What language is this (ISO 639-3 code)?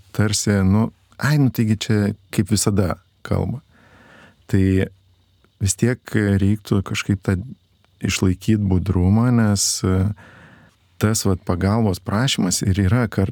lit